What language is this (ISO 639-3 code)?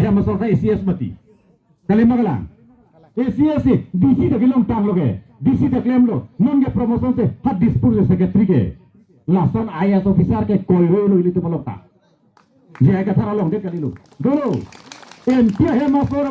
mjw